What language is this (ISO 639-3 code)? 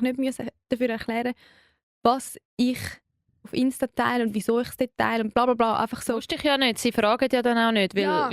gsw